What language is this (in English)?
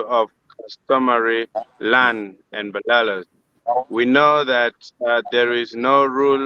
Acoli